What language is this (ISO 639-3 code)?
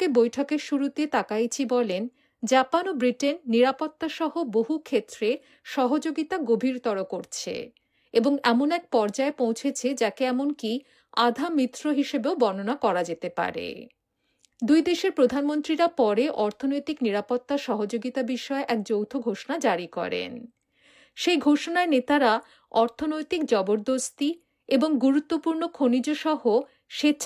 ben